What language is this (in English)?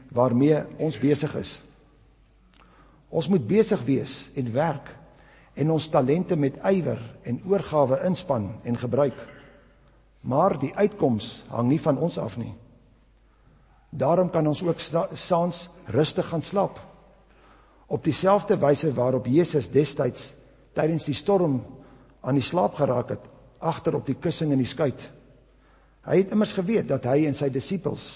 Afrikaans